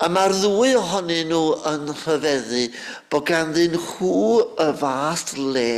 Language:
Welsh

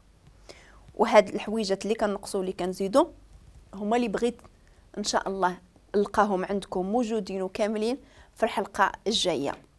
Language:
Moroccan Arabic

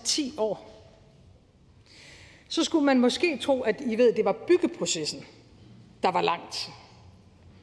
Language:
Danish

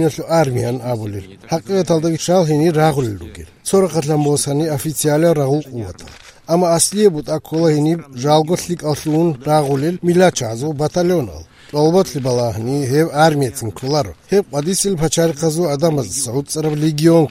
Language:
Avaric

